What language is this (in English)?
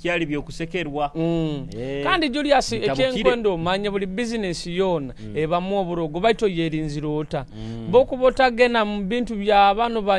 Nyoro